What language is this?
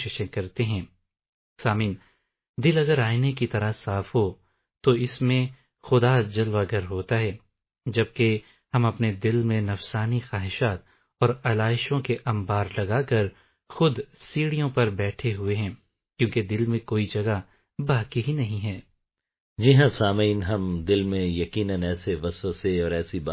Urdu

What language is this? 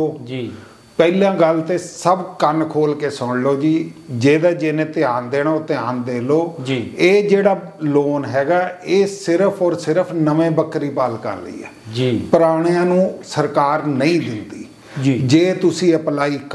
Punjabi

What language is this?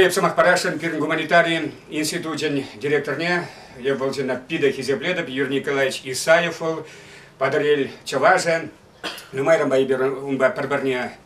Chuvash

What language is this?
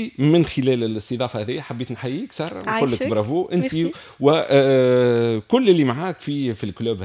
Tunisian Arabic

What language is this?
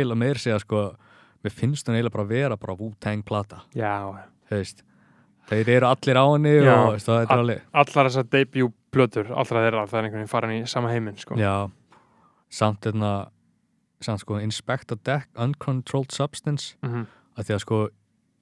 Icelandic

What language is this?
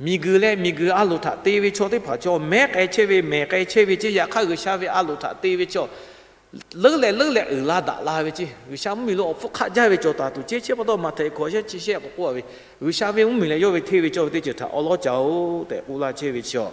Lahu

